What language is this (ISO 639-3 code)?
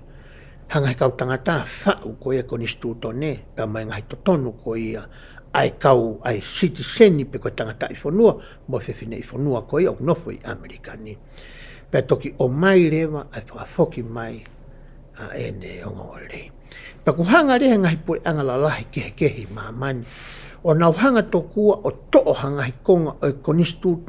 ton